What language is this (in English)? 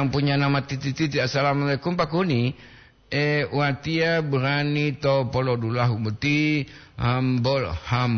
Gorontalo